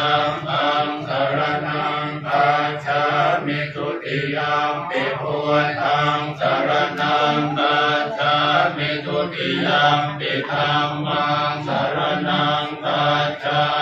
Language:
Pali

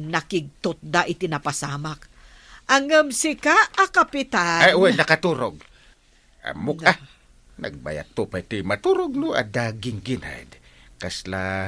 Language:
Iloko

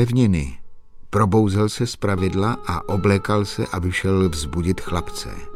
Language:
Czech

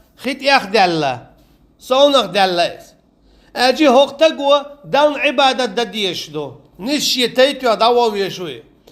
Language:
Chechen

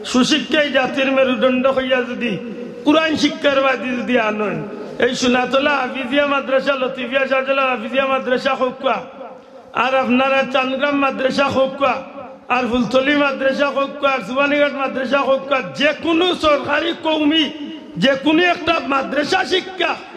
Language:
Sylheti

